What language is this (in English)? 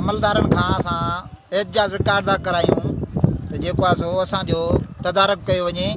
Sindhi